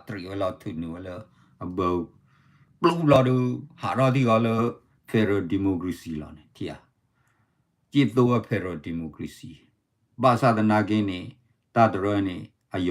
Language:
S'gaw Karen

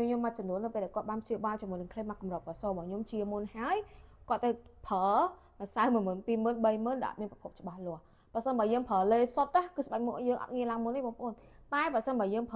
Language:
Khmer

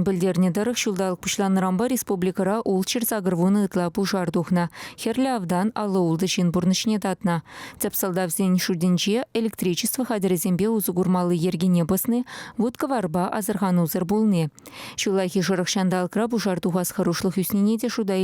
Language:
Chuvash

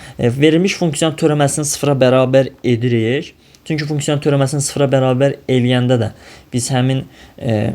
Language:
Azerbaijani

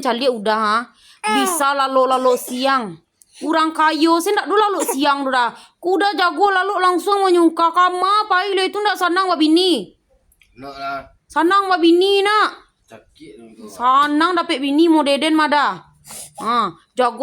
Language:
Minangkabau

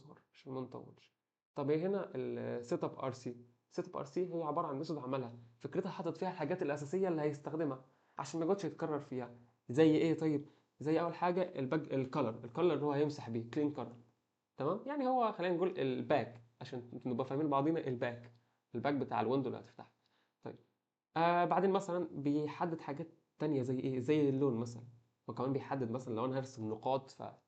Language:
Egyptian Arabic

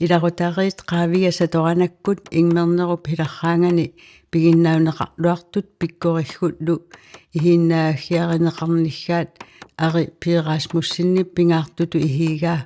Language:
Kalaallisut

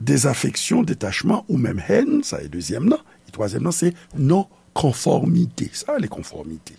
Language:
Haitian Creole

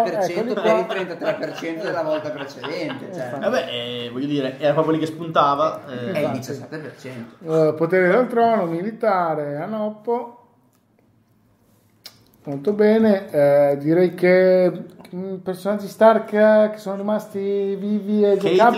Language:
Italian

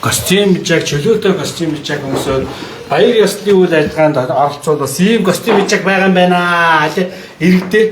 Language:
Mongolian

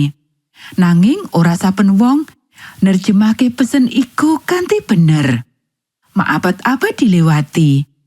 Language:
Javanese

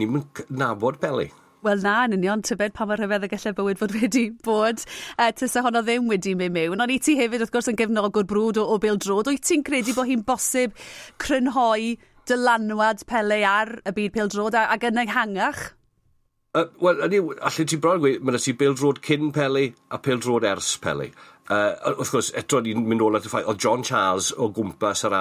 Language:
Welsh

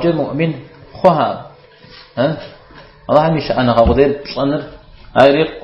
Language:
Kabardian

